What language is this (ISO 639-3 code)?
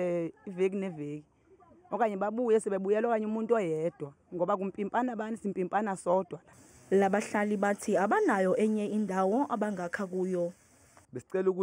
zul